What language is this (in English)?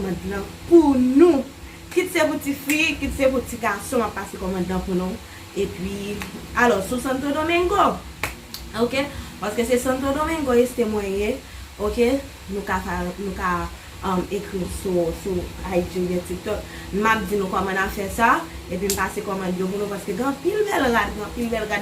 Haitian Creole